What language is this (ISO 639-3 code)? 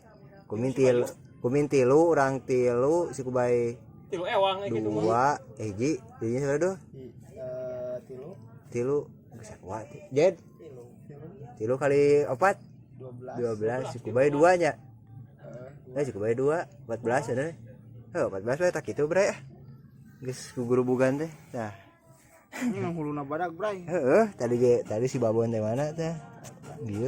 sun